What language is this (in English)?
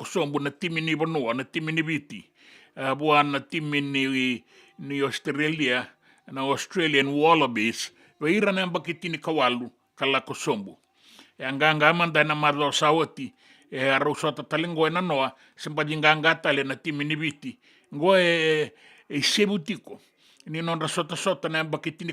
Fijian